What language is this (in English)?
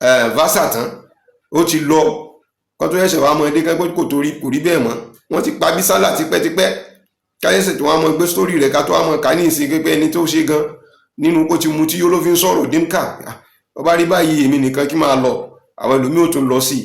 Yoruba